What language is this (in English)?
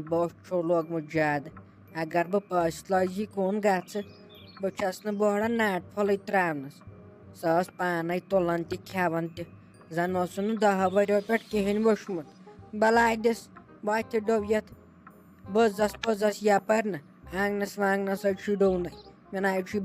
Kashmiri